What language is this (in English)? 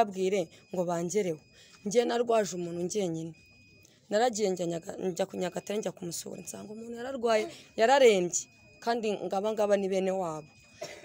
Kinyarwanda